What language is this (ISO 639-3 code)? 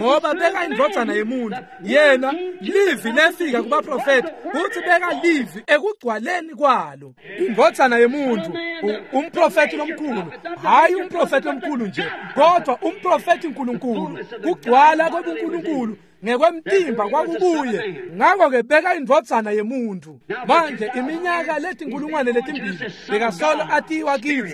ssw